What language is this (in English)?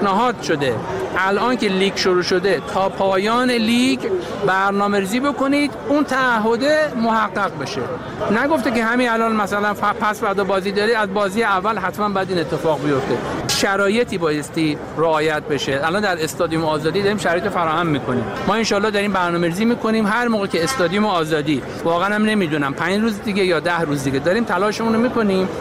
Persian